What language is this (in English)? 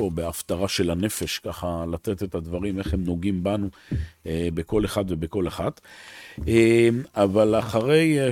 Hebrew